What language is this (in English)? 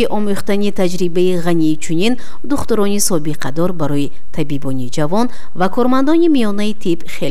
Tajik